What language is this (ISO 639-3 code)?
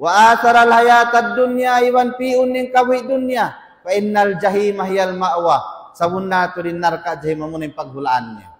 tsg